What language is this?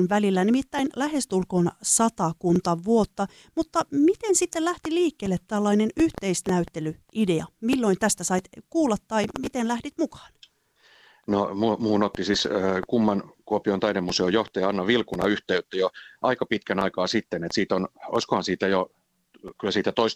Finnish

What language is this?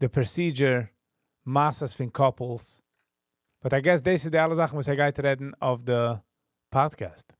Yiddish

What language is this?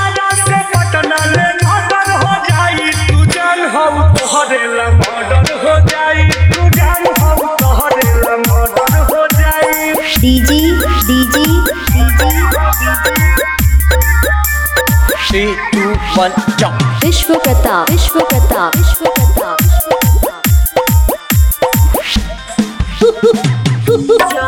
Bhojpuri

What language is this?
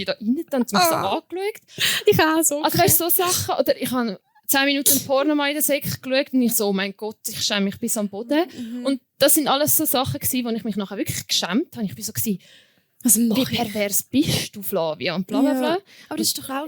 Swiss German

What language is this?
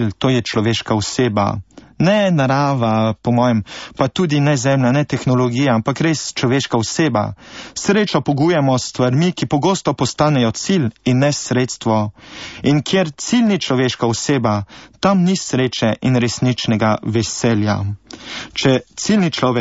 Slovenian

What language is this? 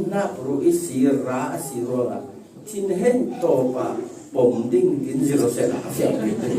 Falam Chin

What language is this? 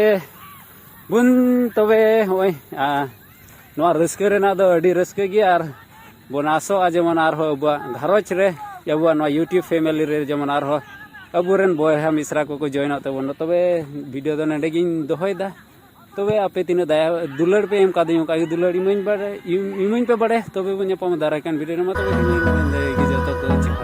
Santali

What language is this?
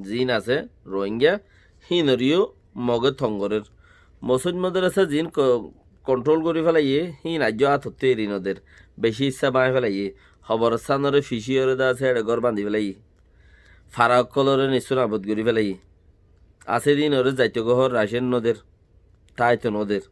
Rohingya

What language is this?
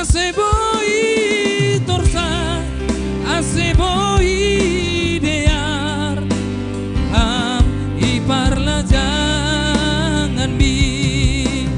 Batak Simalungun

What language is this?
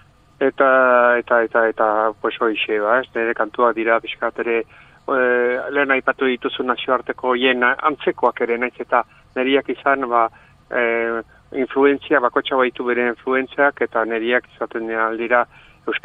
Basque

